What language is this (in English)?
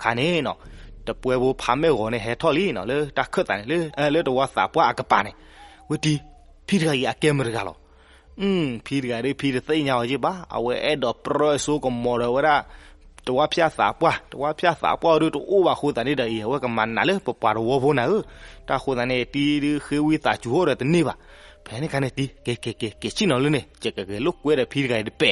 S'gaw Karen